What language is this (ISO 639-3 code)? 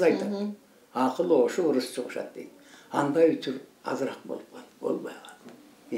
kir